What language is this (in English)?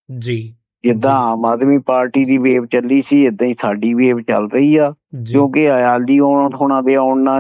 Punjabi